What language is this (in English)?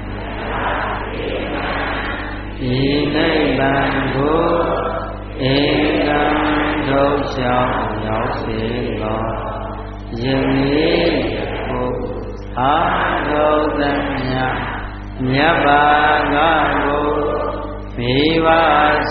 Burmese